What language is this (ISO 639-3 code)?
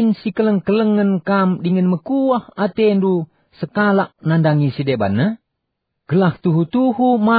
btx